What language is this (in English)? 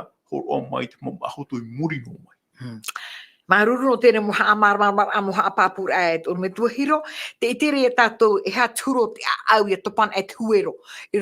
Tahitian